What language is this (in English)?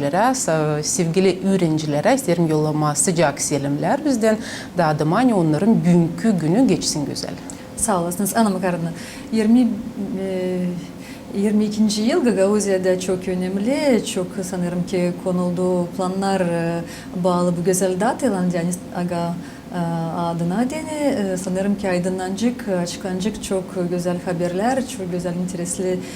Gagauz